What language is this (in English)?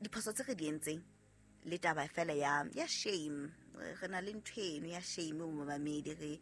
Southern Sotho